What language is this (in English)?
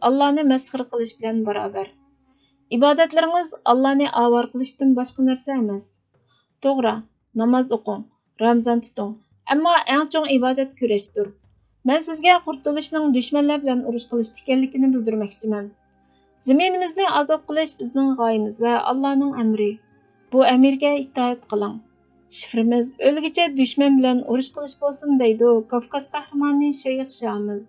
Uyghur